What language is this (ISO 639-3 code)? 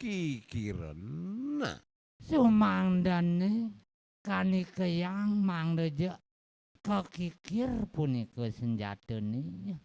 ban